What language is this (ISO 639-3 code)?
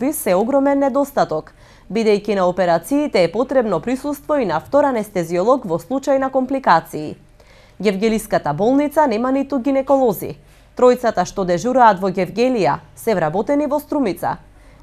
mkd